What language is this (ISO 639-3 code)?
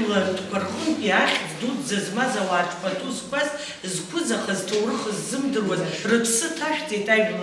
abk